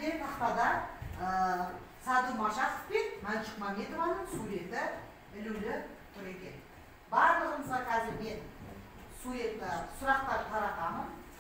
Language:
Kazakh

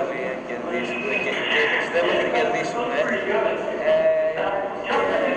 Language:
Greek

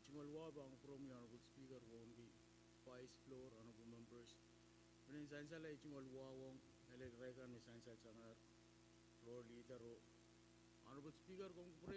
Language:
Pohnpeian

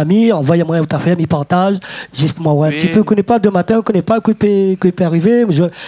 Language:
Réunion Creole French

